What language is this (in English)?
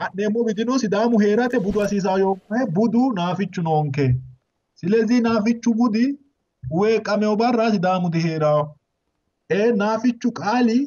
Sidamo